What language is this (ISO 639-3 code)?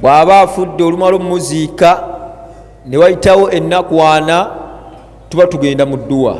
lug